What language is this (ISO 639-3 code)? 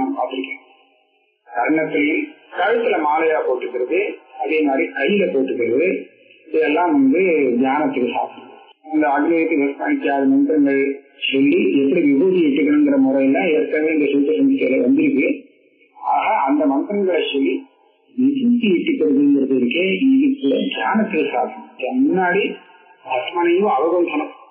tam